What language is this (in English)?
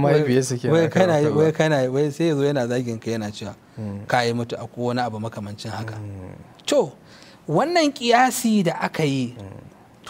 Hausa